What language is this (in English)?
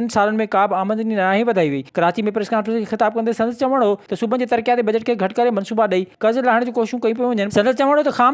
Sindhi